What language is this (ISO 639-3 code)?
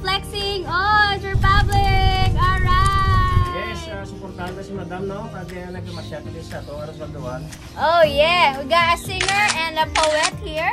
hil